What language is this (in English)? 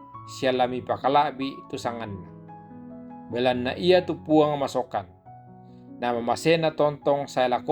Toraja-Sa'dan